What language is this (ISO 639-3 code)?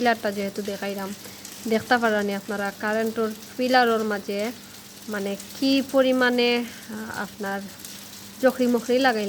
syl